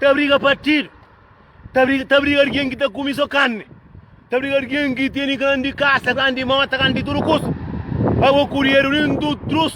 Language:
Kabuverdianu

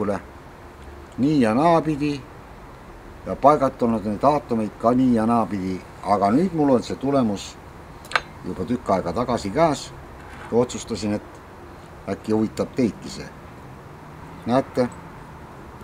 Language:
Estonian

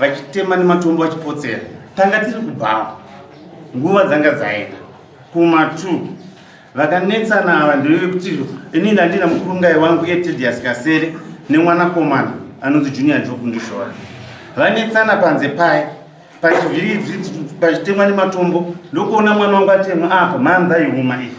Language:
Shona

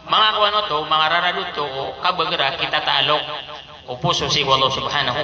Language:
Maranao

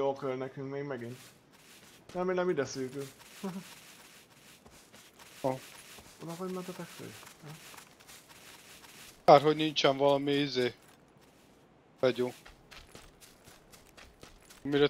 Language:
Hungarian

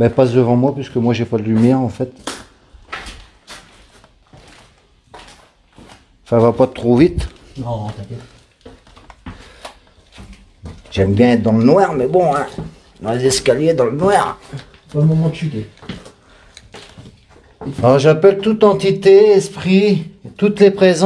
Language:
French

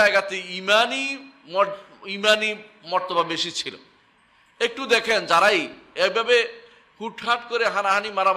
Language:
Bangla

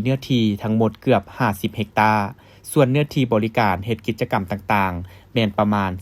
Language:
Lao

